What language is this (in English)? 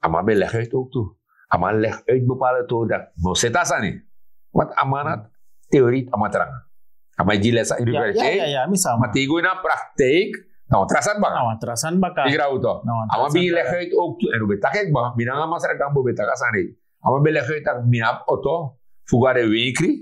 Sranan Tongo